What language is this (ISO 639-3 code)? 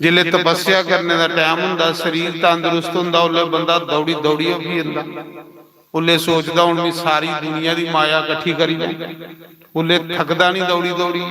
doi